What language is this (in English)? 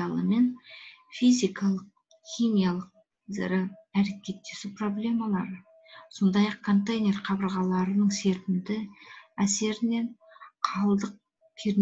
Kazakh